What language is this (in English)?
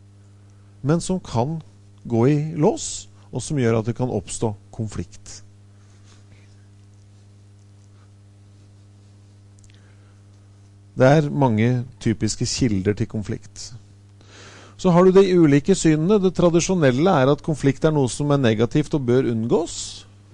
Norwegian